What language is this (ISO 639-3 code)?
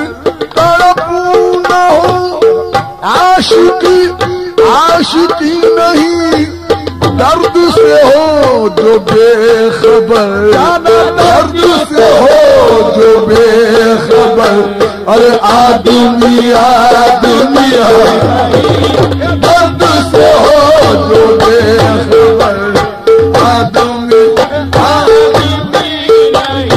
hin